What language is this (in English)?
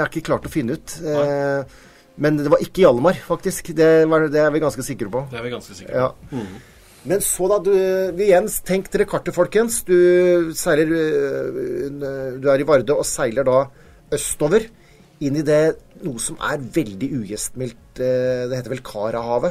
Norwegian